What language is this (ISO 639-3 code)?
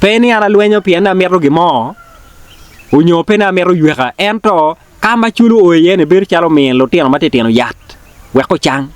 ach